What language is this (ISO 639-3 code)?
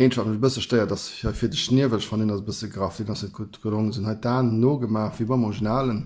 ltz